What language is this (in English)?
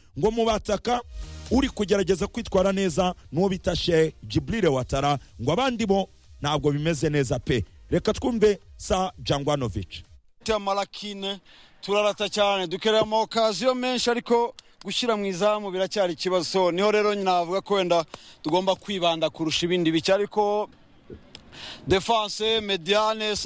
Kinyarwanda